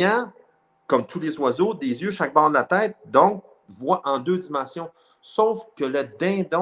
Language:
French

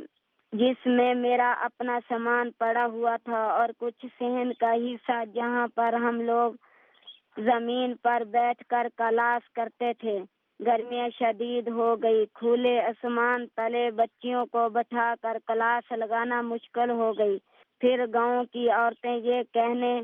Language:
Urdu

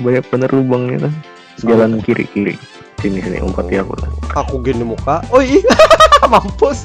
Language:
Banjar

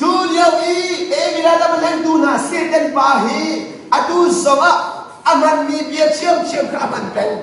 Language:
Hakha Chin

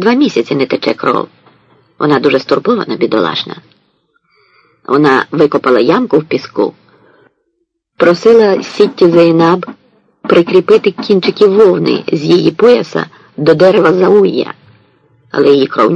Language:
Ukrainian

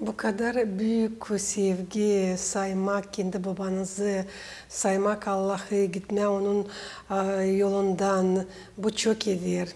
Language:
Gagauz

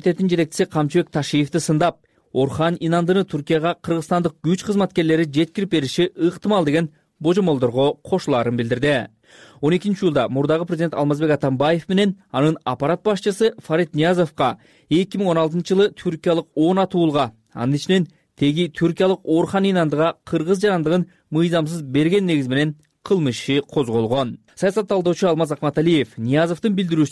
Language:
Kyrgyz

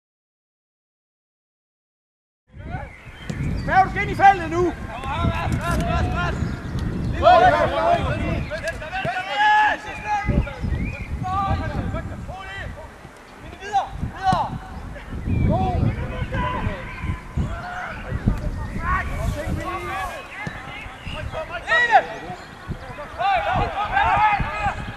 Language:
Danish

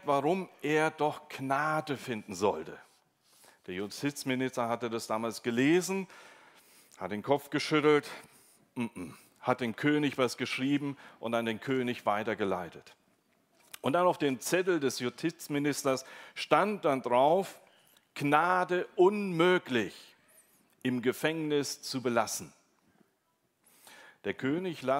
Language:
German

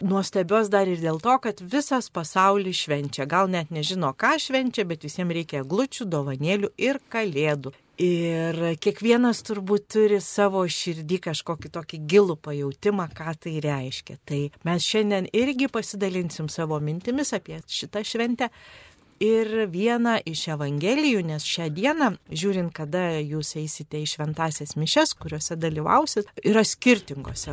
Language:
Lithuanian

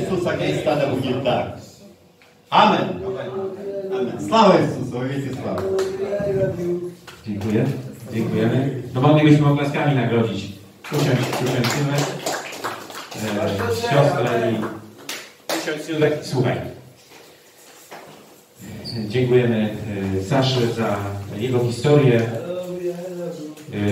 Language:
Polish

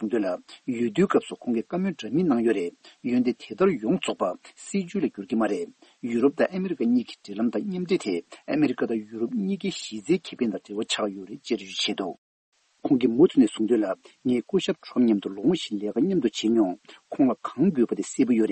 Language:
Tibetan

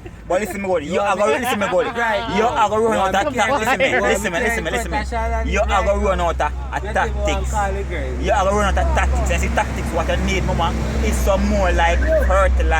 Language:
Jamaican Creole English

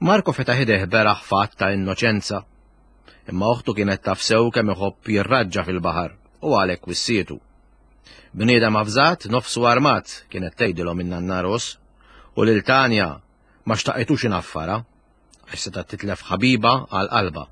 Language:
Maltese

